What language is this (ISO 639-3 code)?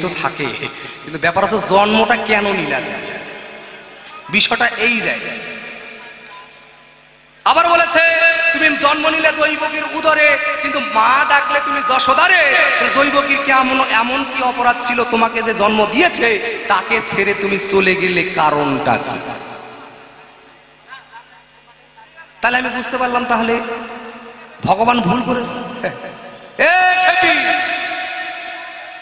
ben